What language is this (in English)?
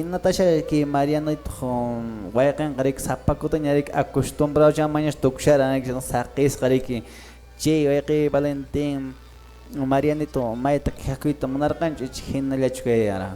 Quechua